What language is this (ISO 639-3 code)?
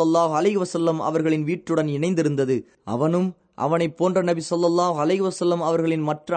tam